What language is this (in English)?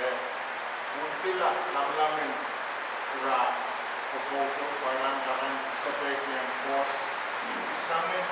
Pohnpeian